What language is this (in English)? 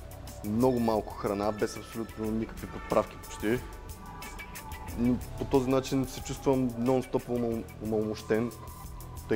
Bulgarian